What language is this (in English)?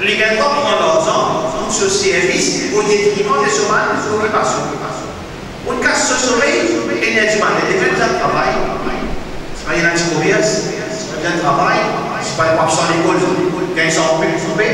Morisyen